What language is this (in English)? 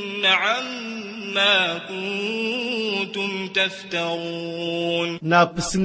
Maranao